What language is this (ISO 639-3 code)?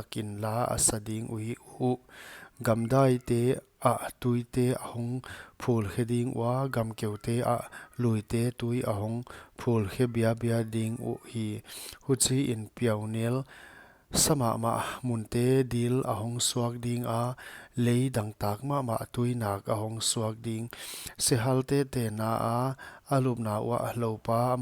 pck